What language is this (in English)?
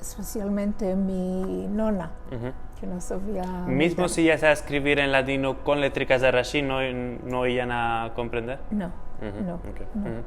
Ladino